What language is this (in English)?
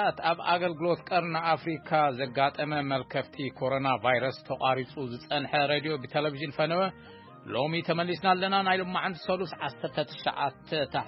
Tigrinya